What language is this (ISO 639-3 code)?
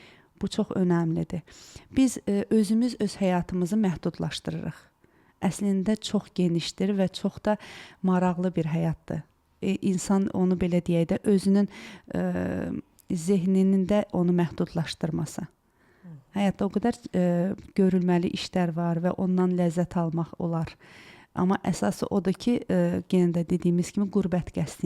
aze